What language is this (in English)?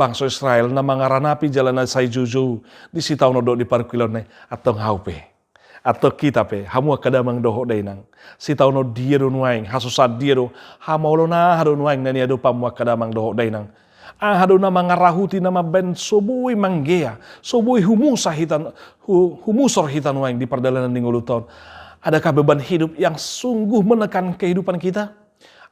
Batak Toba